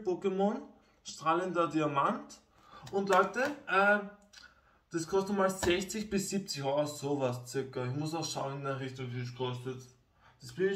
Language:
German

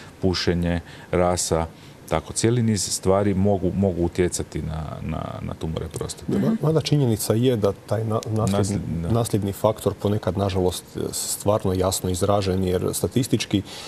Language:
Croatian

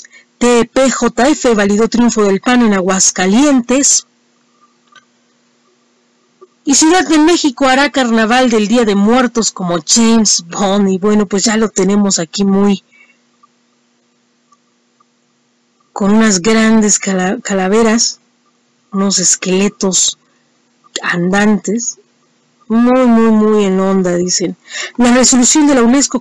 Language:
Spanish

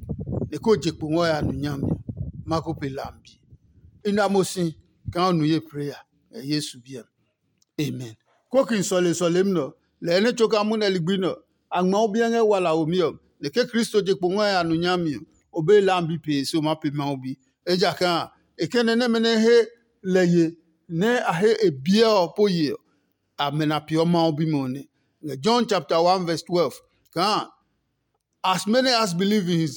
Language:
Adangme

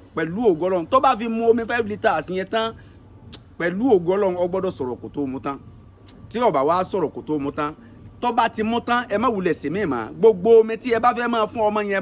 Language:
Yoruba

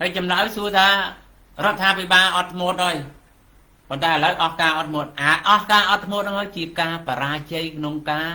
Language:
Khmer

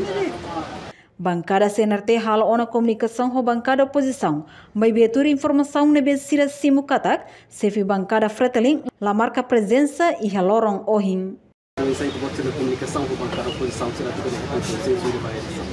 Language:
Tetum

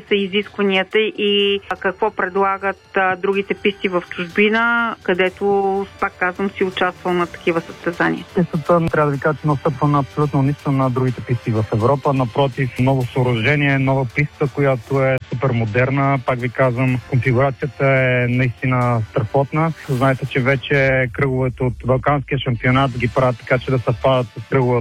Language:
Bulgarian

